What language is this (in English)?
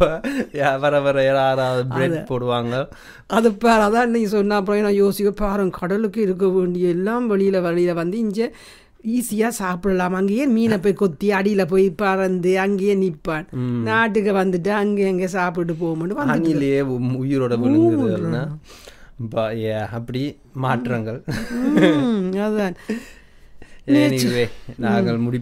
Tamil